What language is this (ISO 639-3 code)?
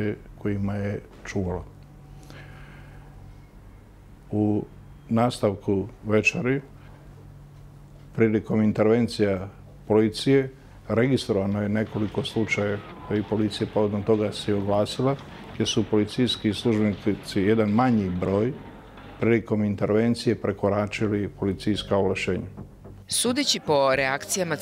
srp